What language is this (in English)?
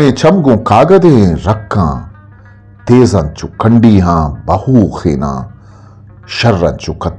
Eastern Balochi